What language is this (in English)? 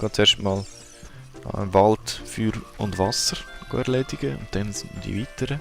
Swiss German